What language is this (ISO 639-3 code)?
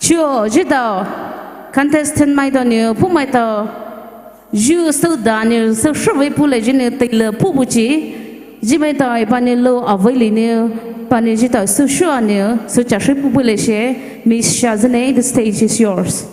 pmx